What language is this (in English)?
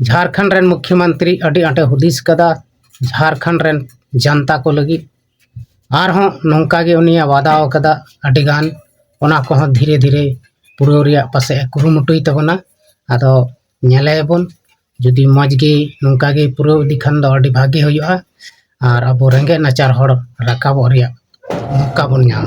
Santali